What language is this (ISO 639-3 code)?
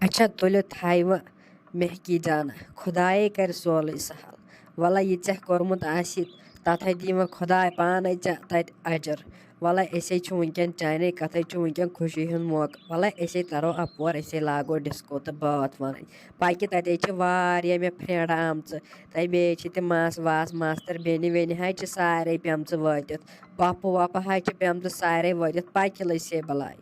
kas